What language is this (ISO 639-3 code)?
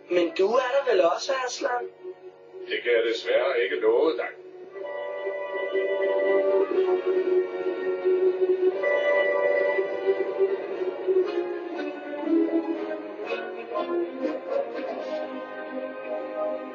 dan